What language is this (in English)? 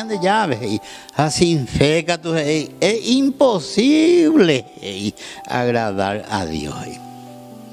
Guarani